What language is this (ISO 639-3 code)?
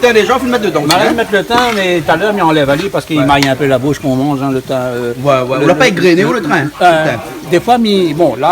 rcf